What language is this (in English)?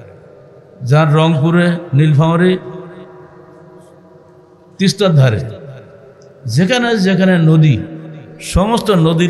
Bangla